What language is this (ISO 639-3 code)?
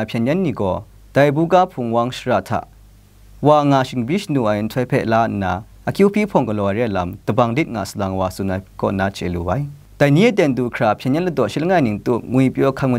kac